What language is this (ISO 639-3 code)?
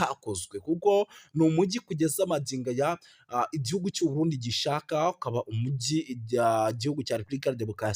kin